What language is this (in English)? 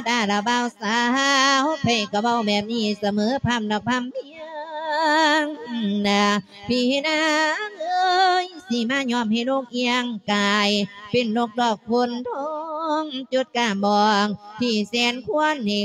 Lao